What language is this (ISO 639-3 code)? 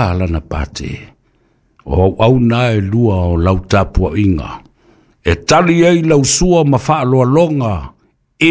smo